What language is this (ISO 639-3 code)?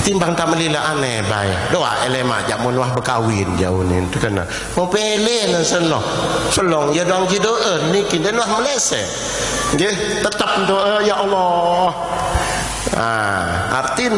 sas